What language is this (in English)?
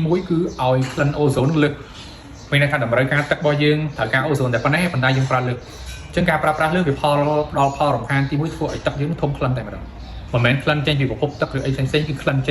Khmer